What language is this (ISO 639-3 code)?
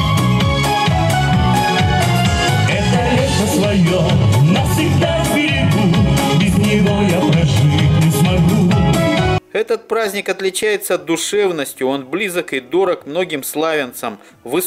rus